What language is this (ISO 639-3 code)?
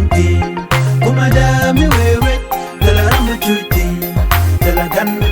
nus